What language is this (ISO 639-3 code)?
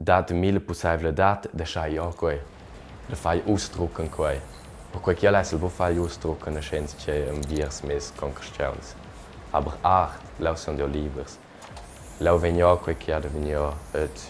roh